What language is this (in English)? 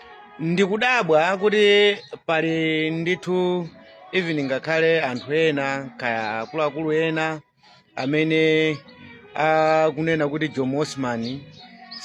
Nyanja